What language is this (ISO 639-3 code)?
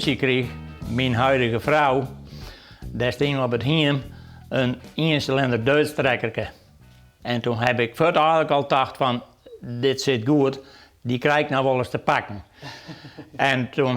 fry